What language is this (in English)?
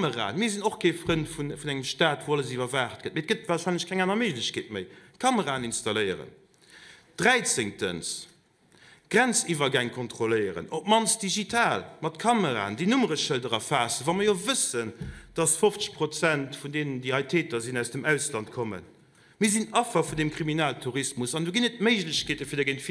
Luxembourgish